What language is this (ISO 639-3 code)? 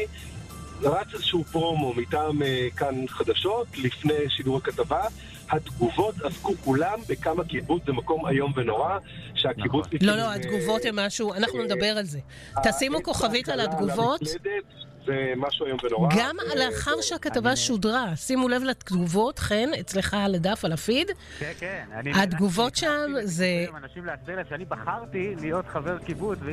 heb